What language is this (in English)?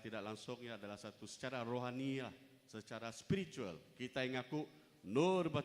Iban